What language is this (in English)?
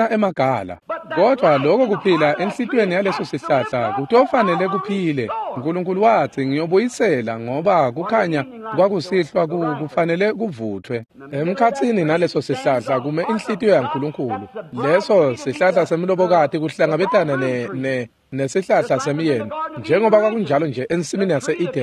Swati